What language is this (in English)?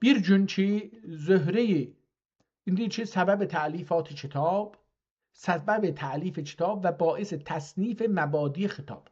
South Azerbaijani